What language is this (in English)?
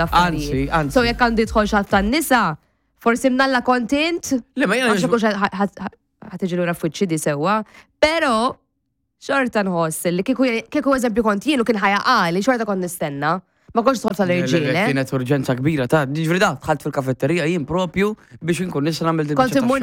Maltese